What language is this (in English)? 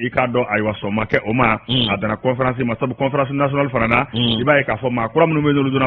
Bambara